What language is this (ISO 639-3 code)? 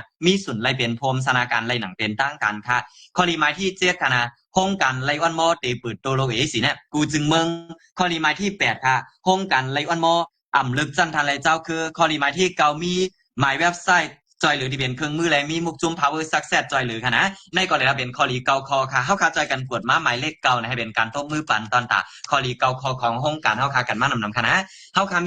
shn